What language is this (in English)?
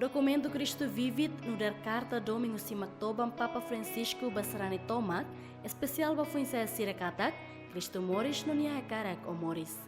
Tetum